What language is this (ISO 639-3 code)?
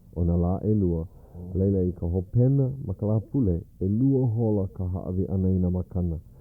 haw